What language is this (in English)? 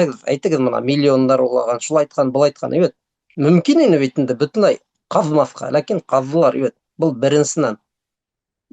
Bashkir